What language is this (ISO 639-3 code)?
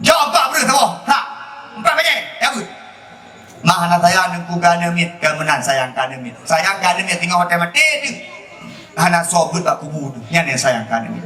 ace